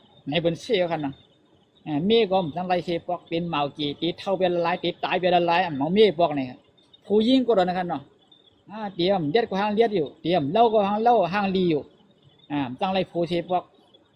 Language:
Shan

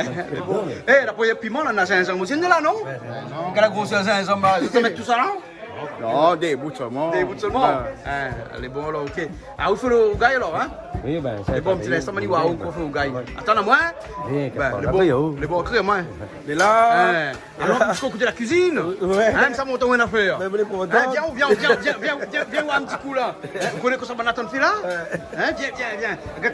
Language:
Réunion Creole French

